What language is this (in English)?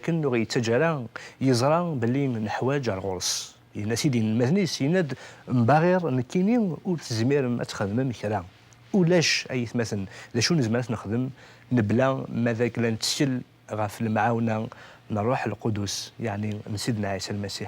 Kabyle